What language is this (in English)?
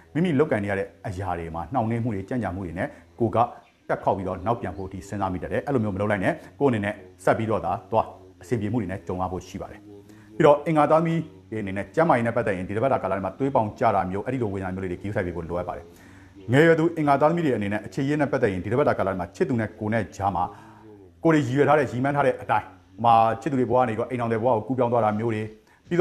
Burmese